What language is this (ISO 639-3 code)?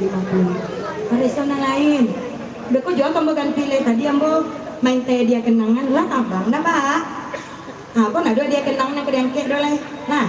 min